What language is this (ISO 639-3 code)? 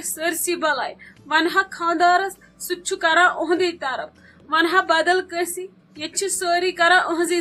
kas